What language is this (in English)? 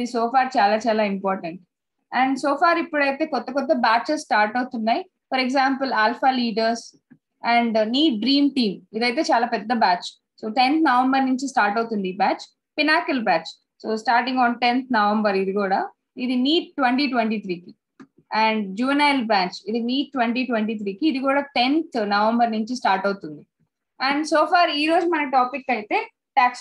Telugu